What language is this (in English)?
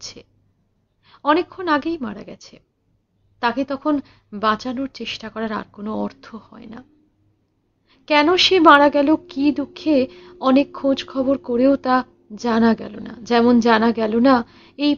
Bangla